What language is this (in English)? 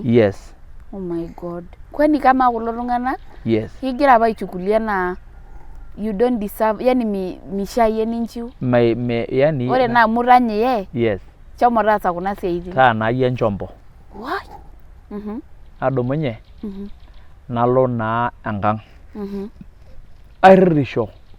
Masai